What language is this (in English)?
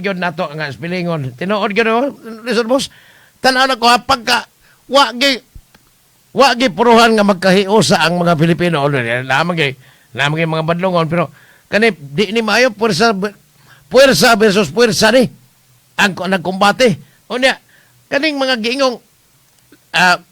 Cebuano